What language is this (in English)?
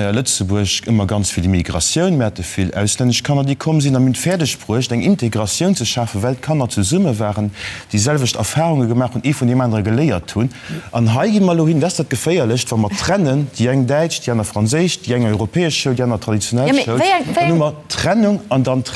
Luxembourgish